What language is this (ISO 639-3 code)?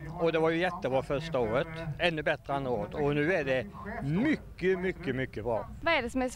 swe